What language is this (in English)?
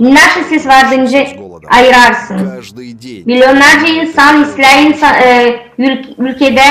Gagauz